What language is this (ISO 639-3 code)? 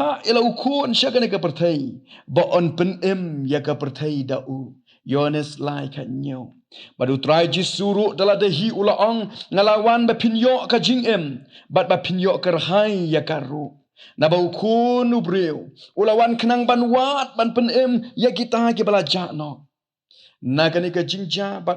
kha